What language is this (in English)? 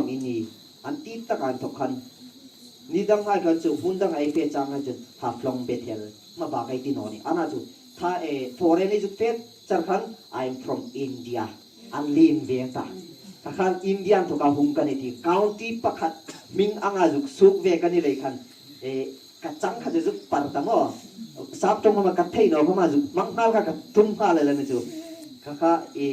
Hmar